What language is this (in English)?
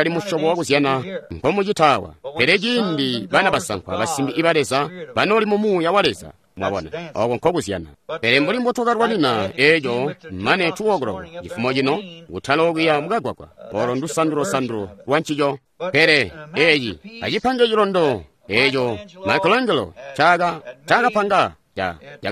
Tonga (Zambia)